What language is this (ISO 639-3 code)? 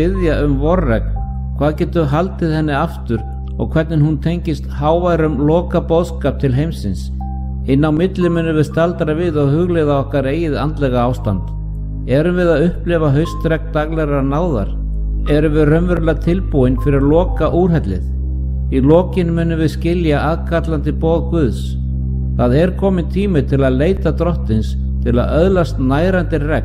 isl